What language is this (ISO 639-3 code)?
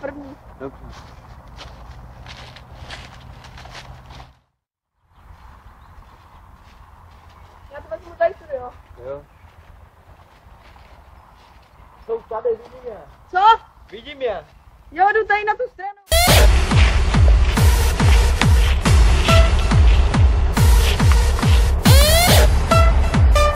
ces